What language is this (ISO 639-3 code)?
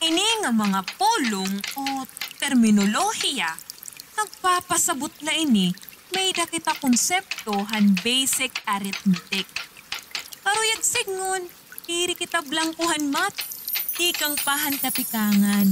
war